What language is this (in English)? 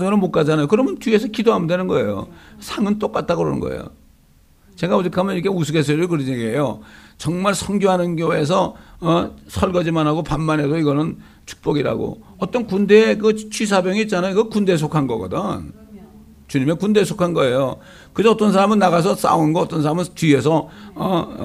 Korean